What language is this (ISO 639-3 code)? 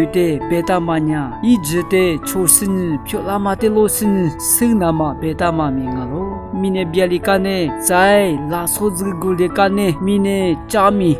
lis